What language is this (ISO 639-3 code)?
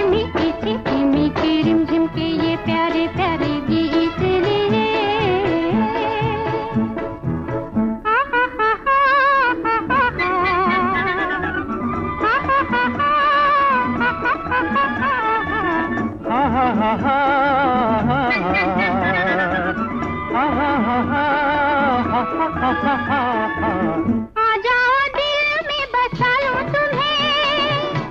hin